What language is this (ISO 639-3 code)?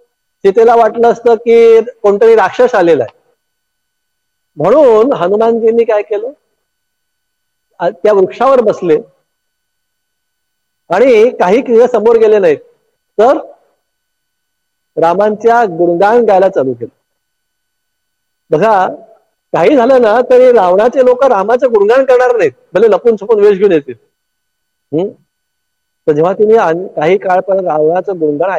mar